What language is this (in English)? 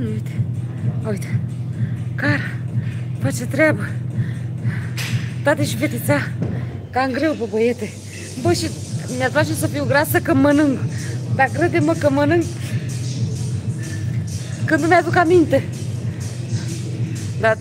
Romanian